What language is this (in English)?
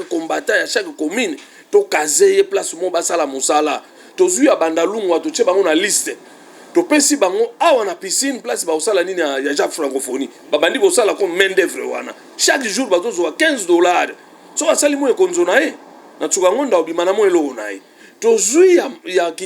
Lingala